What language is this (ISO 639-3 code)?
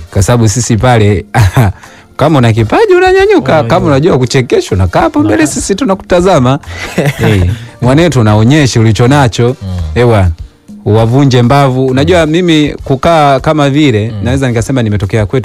swa